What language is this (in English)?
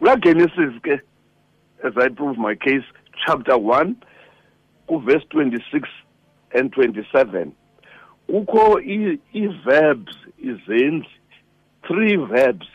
Xhosa